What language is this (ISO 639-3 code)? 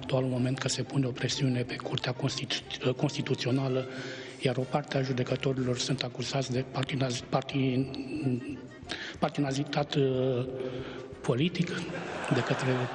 ron